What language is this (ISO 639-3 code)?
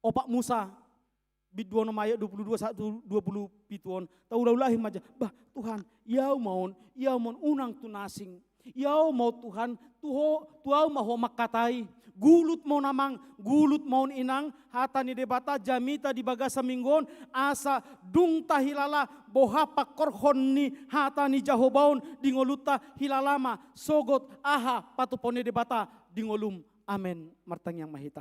bbc